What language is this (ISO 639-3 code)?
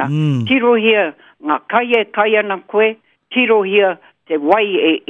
mri